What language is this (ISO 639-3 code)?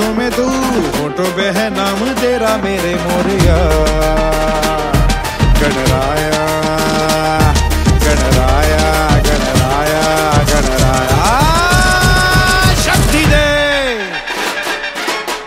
hin